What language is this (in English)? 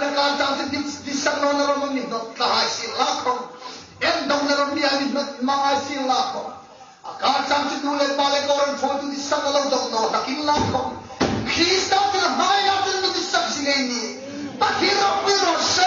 Hmar